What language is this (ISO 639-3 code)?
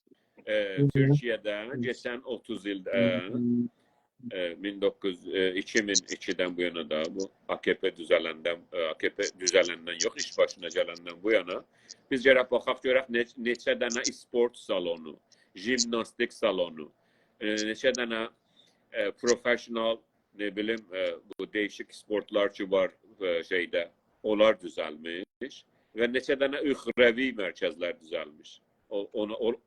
azb